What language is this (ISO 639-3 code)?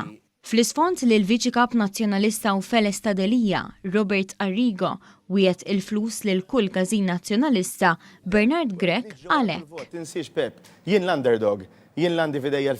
mlt